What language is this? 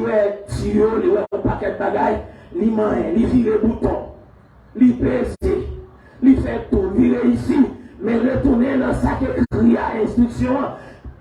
Haitian Creole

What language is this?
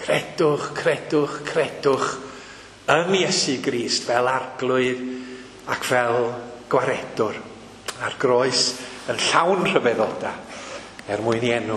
Welsh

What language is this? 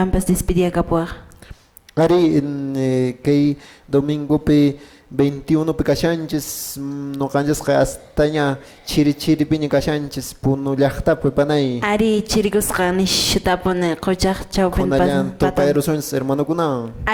Quechua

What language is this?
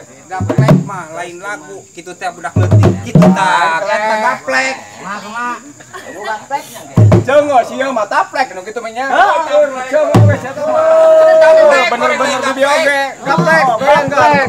Sundanese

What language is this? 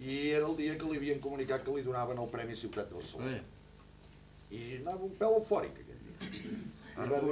Catalan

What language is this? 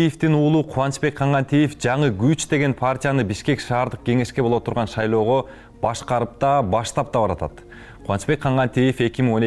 Kyrgyz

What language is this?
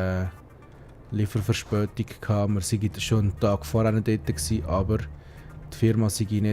Swiss German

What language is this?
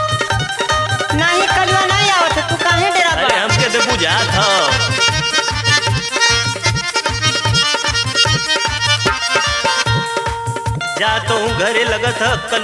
Bhojpuri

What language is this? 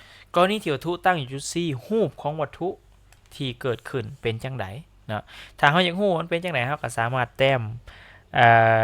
Lao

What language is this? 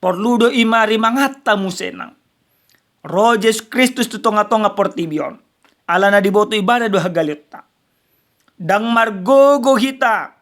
Batak Toba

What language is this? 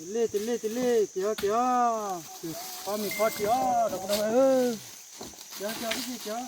S'gaw Karen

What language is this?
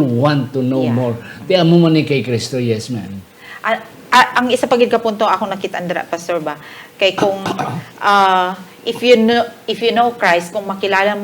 Hiligaynon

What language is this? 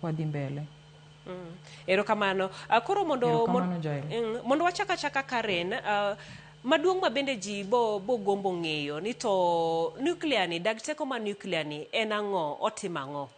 Luo (Kenya and Tanzania)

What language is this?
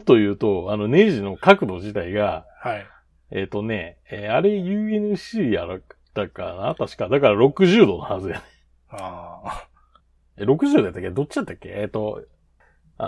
Japanese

